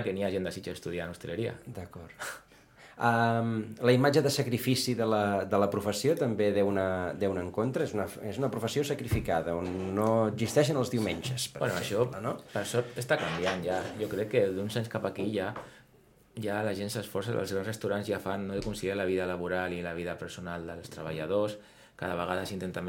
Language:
Catalan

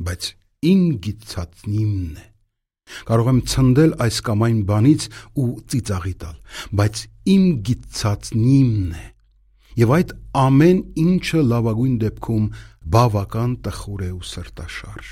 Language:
Armenian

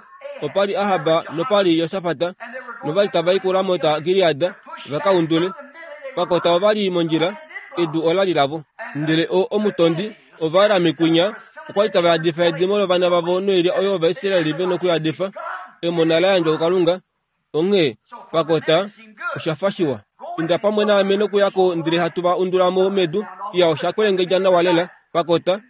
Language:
Kuanyama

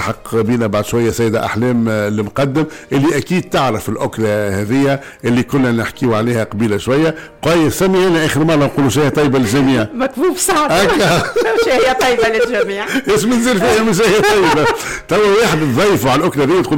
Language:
Tunisian Arabic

